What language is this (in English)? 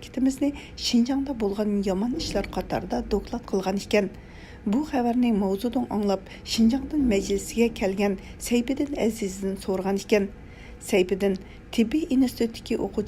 Uyghur